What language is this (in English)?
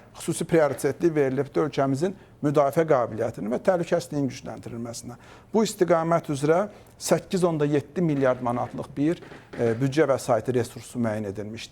Azerbaijani